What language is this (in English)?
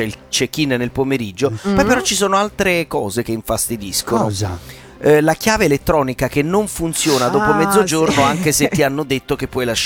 Italian